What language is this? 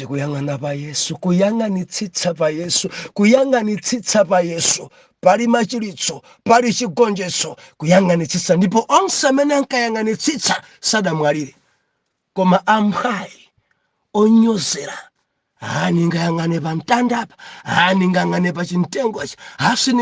Nyanja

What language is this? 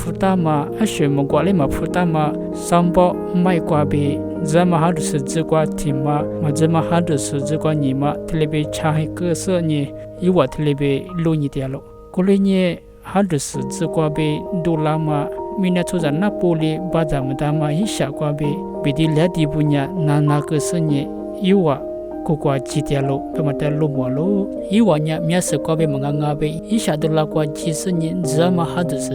Lisu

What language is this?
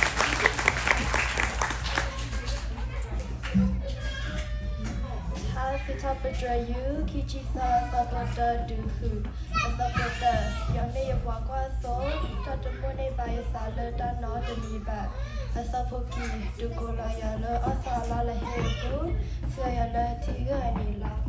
S'gaw Karen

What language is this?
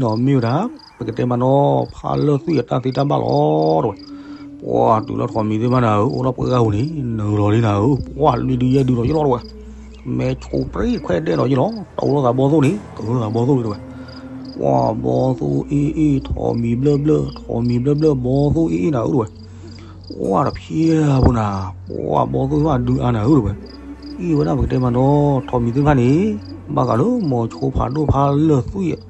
S'gaw Karen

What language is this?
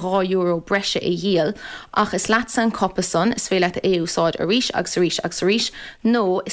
Irish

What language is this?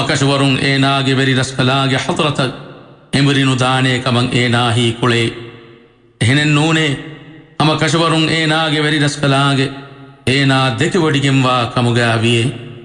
Divehi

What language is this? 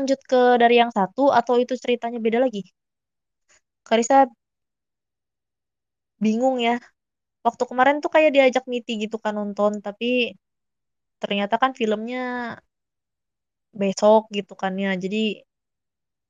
Indonesian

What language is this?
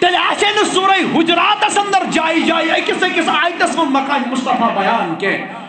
Kashmiri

